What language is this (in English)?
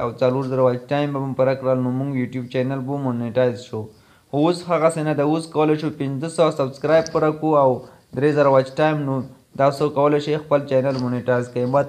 Pashto